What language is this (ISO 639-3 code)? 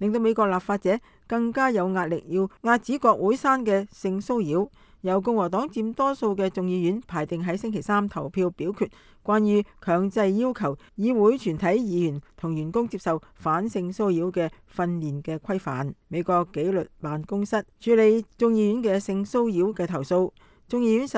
yue